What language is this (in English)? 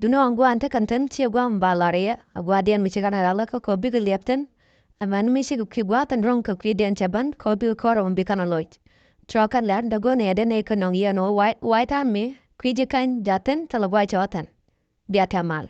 Nuer